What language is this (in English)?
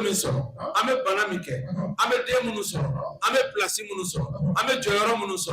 Bambara